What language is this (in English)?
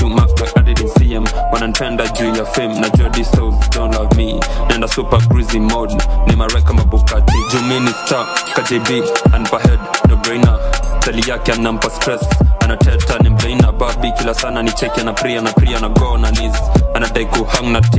Swahili